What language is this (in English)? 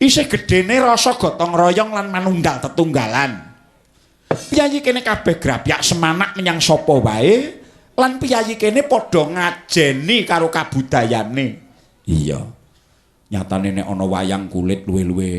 Javanese